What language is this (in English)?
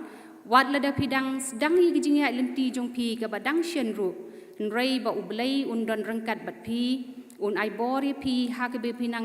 Khasi